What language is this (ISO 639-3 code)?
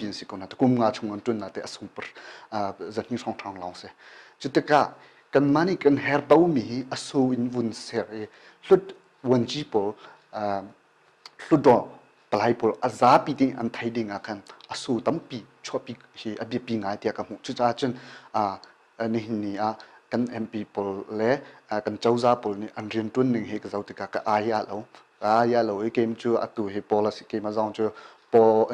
cnh